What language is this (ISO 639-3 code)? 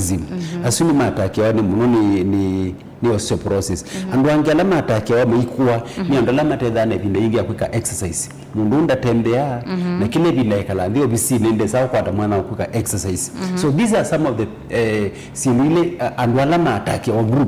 kam